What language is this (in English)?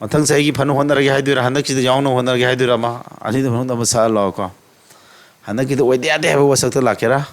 Manipuri